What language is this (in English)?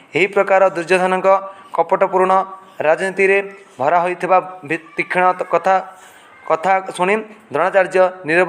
Odia